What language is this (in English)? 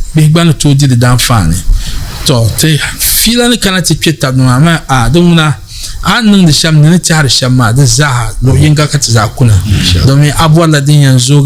Dagbani